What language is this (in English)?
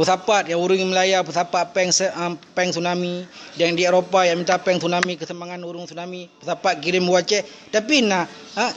Achinese